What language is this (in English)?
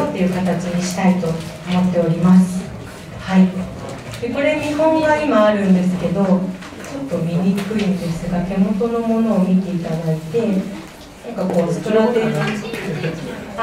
Japanese